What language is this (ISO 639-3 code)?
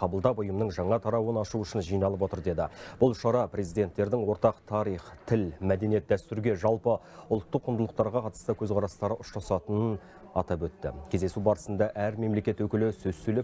kaz